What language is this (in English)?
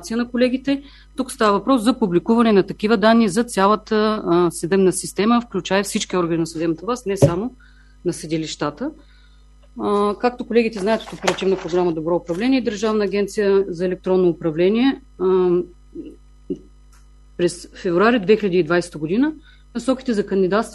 Bulgarian